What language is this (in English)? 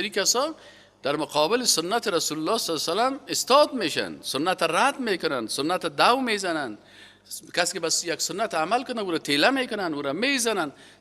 Persian